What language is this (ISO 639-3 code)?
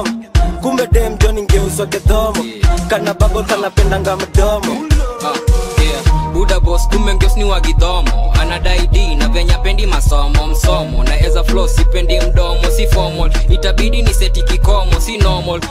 swa